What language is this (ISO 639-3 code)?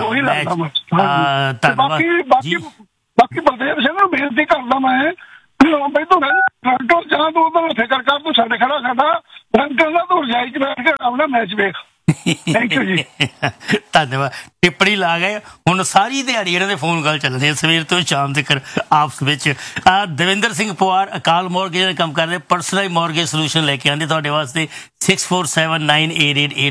pan